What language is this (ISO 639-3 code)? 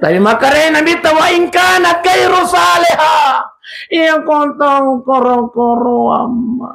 bug